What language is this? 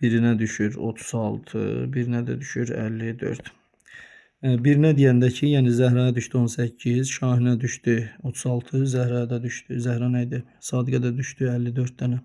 Azerbaijani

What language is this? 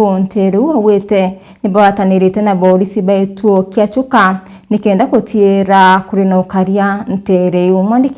Meru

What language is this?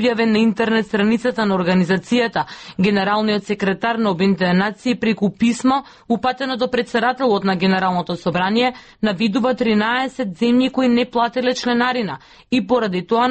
Macedonian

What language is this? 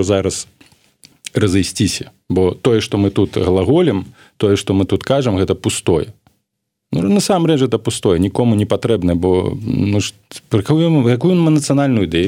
Belarusian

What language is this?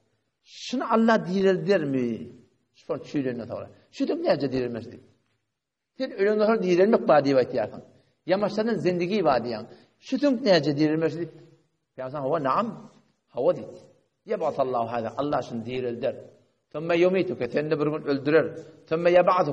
Turkmen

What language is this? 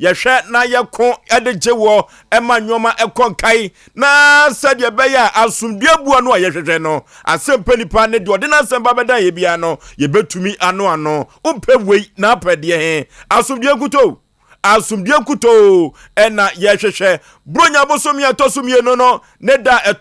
Akan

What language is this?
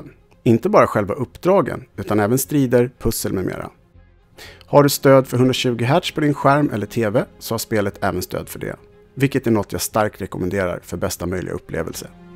Swedish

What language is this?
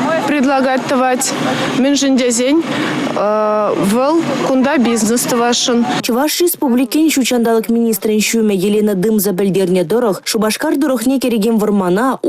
Chuvash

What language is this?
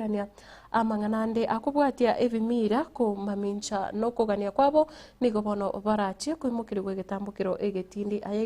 Gusii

